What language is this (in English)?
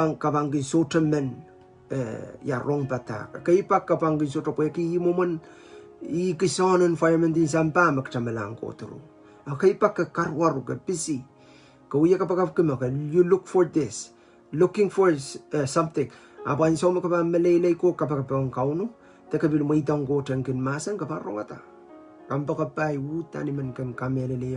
Pohnpeian